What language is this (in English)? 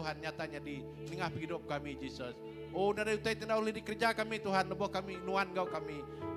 Iban